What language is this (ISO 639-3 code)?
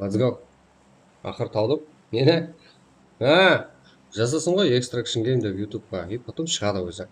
kaa